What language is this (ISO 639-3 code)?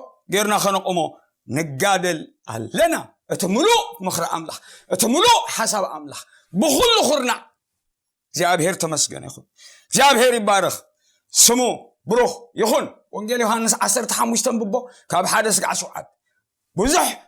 tir